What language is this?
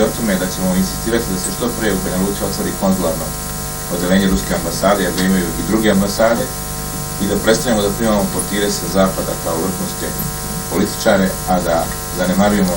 Serbian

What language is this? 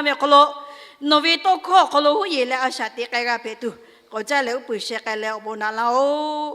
Lahu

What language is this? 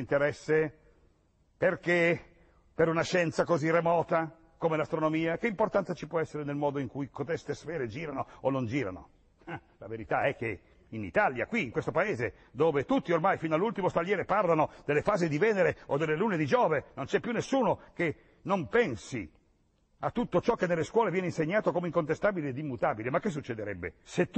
Italian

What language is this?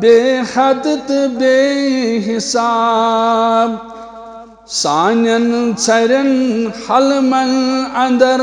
Kashmiri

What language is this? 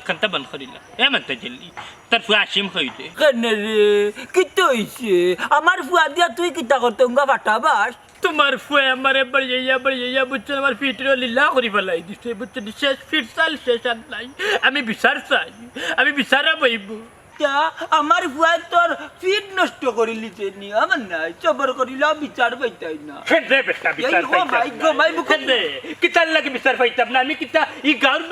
Sylheti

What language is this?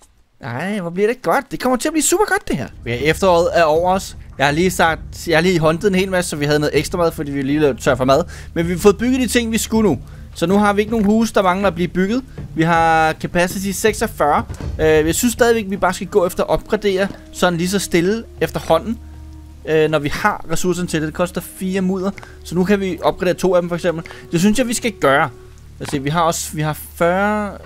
Danish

